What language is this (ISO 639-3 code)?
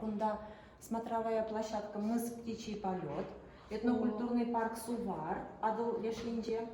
chv